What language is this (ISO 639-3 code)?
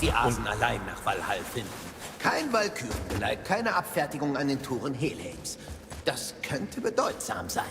bar